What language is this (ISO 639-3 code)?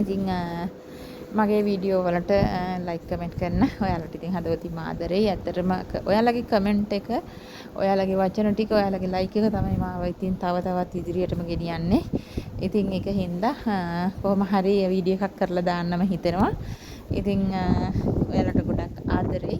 sin